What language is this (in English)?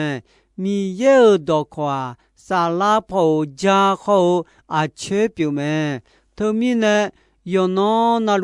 Akha